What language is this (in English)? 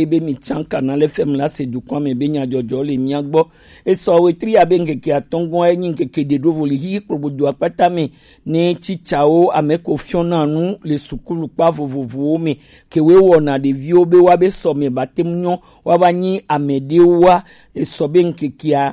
Gen